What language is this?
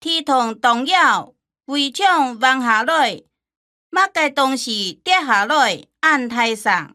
Hakka Chinese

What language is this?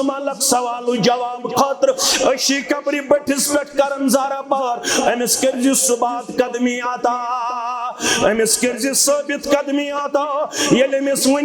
Kashmiri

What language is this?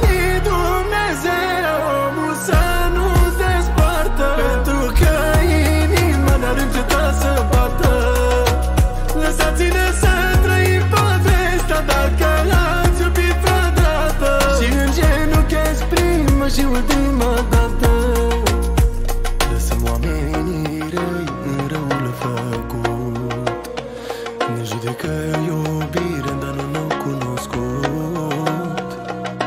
Romanian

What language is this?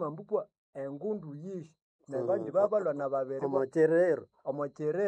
Nande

